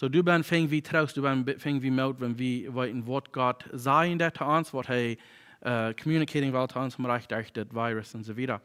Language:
Plautdietsch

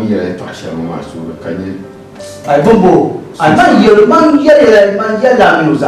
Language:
Dagbani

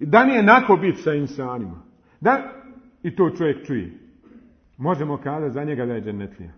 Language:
Bosnian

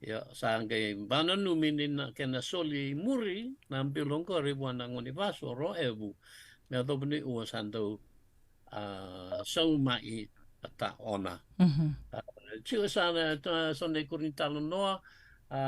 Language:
Fijian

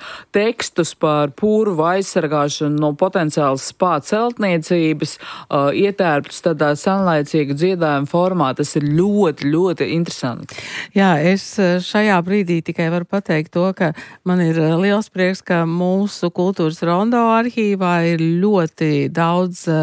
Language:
Latvian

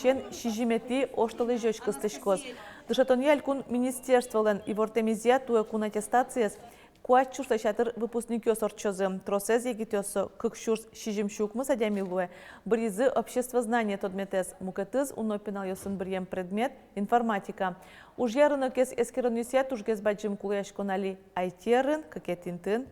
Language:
Udmurt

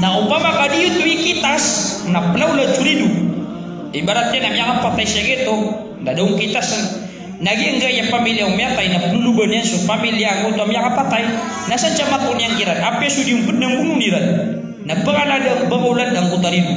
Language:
Maranao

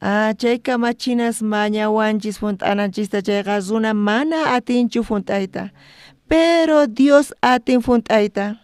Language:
South Bolivian Quechua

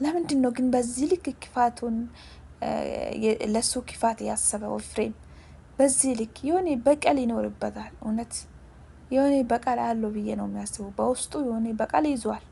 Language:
Amharic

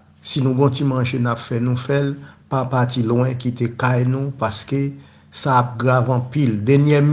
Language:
Haitian Creole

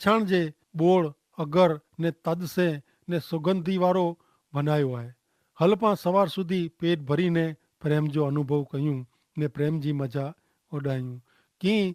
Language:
Kachhi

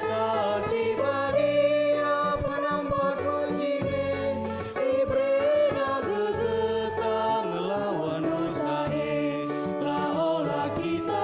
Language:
Batak Karo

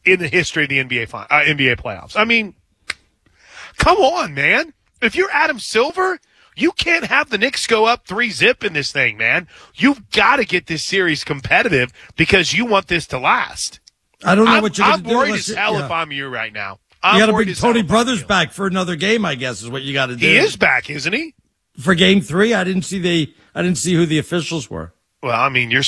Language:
English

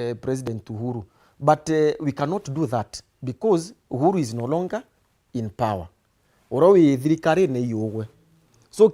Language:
Meru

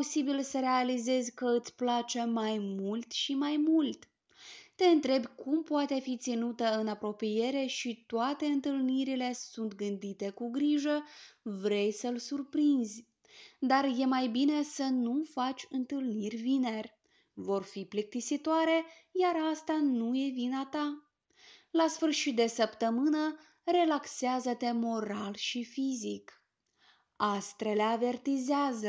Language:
Romanian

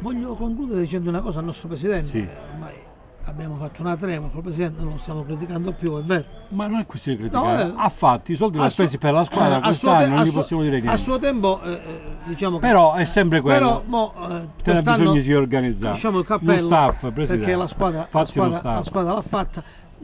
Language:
Italian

